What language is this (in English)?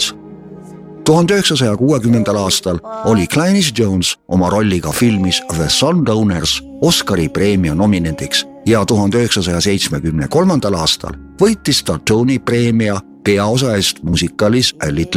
Estonian